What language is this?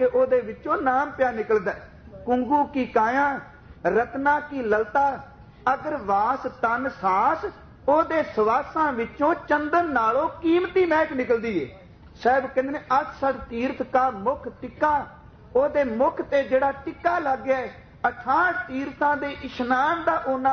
Punjabi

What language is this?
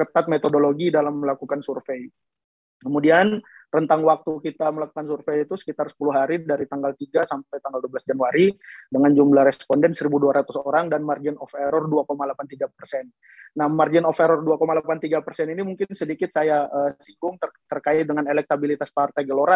Indonesian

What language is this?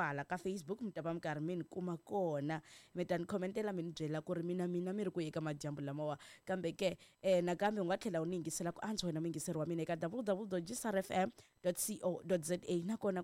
Tsonga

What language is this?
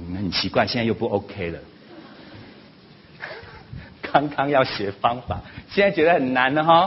Chinese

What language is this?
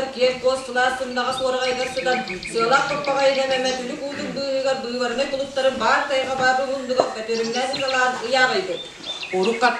Yakut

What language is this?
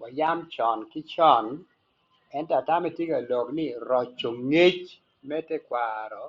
Acoli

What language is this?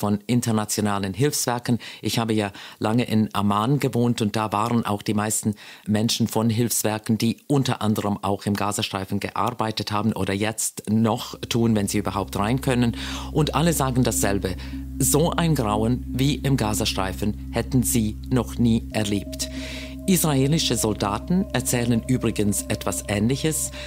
Swiss German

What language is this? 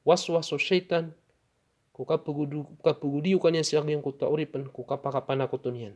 Maranao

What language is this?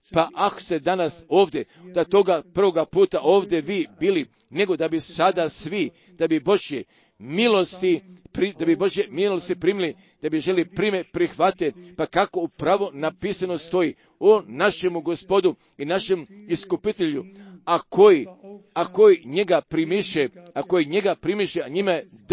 Croatian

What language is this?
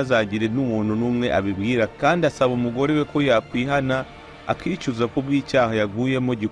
Kinyarwanda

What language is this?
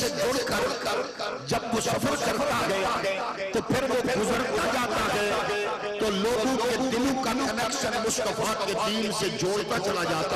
Urdu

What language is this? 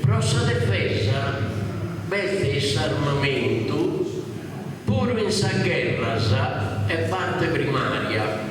Sardinian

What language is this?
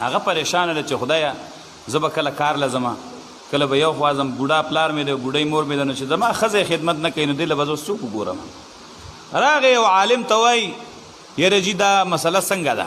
Pashto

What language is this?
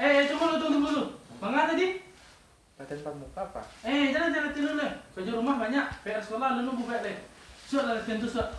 Minangkabau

